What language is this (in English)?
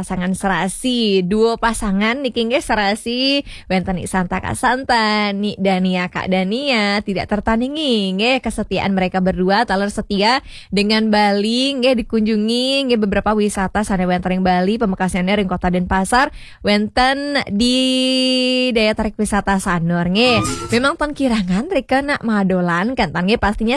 Balinese